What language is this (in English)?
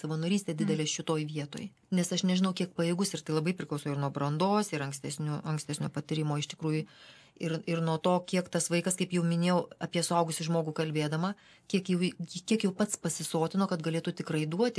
Lithuanian